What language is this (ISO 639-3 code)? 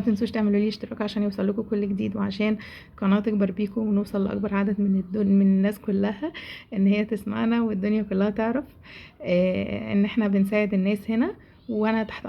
arz